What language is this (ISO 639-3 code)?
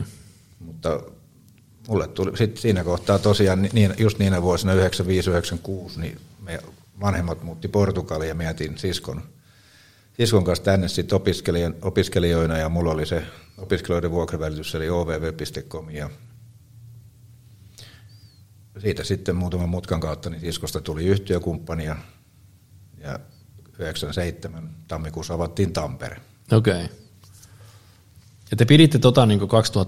fin